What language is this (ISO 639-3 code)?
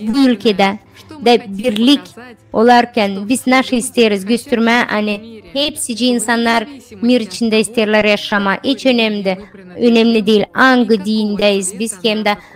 gag